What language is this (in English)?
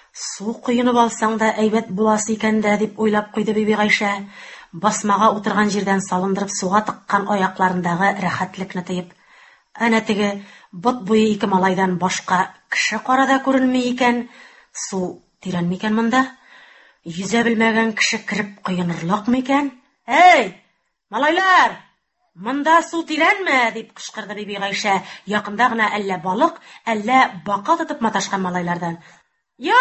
Tatar